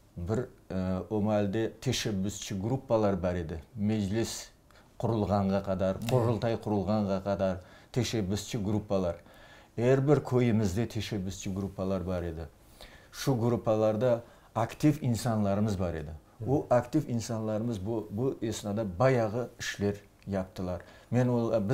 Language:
Crimean Tatar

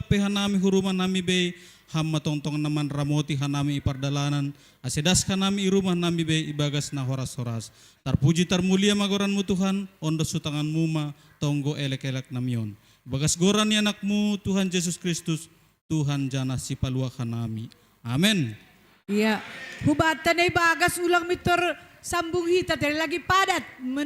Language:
Batak Simalungun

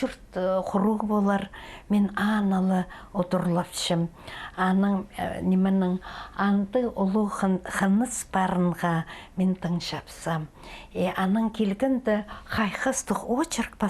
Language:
Khakas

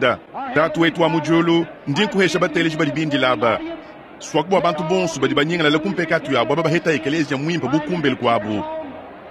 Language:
Luba-Lulua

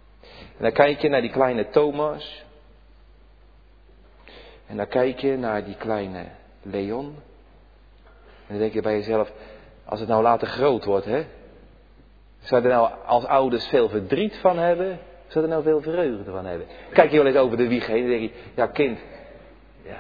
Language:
Dutch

